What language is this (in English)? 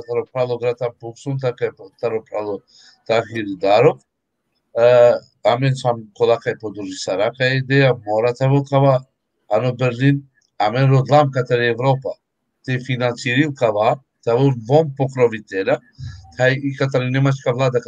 Balkan Romani